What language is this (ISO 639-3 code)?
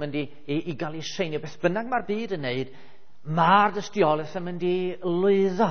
cym